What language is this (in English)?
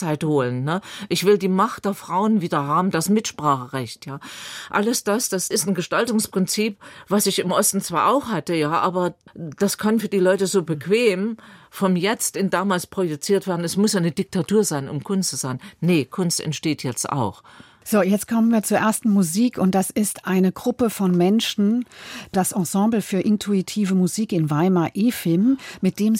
German